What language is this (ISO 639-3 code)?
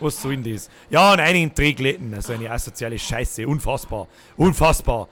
bar